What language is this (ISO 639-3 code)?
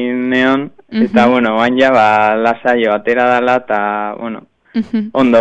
eus